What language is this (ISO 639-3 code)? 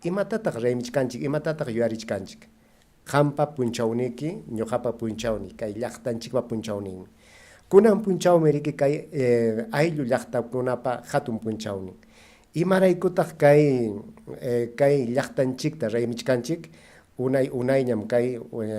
quy